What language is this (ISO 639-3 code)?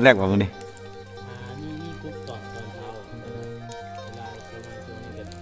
tha